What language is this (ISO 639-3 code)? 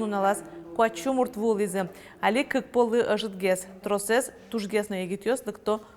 udm